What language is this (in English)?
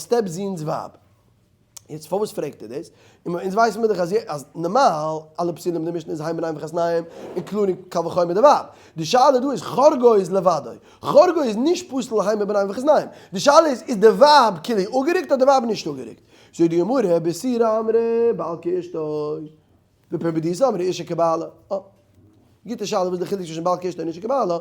Yiddish